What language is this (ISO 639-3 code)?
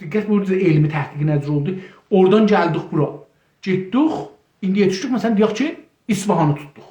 azb